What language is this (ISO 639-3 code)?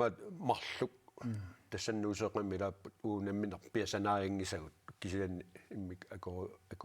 kal